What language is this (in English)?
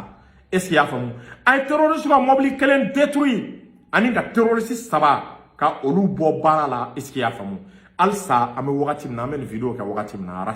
Bambara